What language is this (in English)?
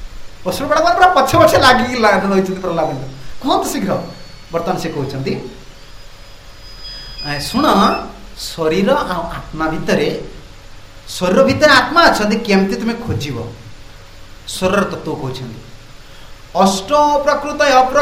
Odia